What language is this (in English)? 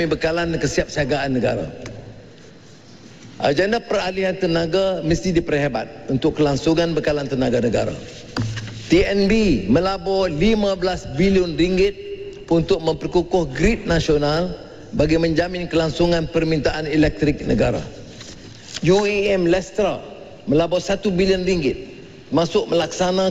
Malay